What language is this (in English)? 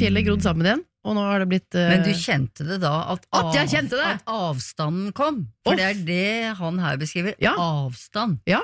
Norwegian